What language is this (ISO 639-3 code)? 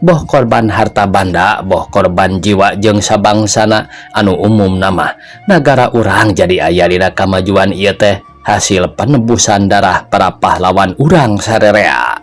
sun